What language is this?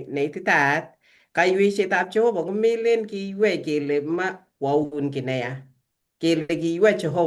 Kalenjin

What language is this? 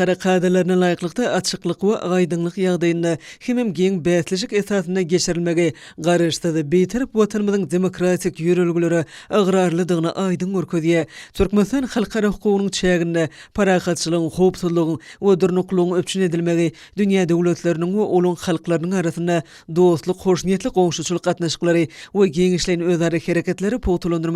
Turkmen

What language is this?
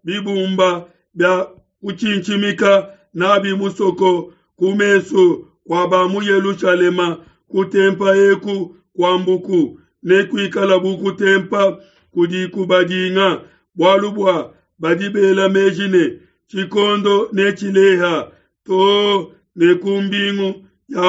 Luba-Lulua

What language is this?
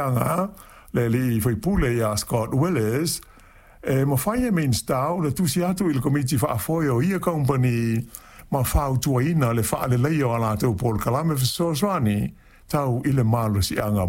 Samoan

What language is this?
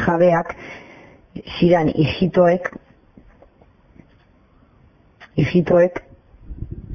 Basque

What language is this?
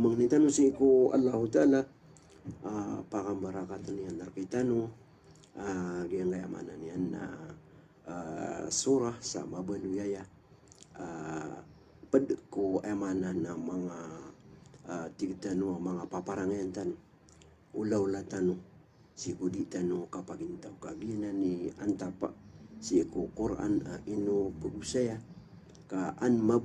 Maranao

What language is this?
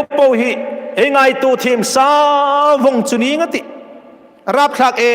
Hmar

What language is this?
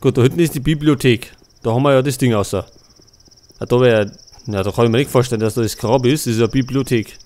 Bavarian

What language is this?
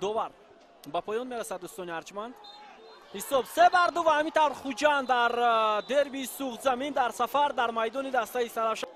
Tajik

